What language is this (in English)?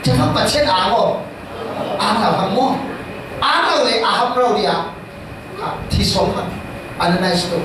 Falam Chin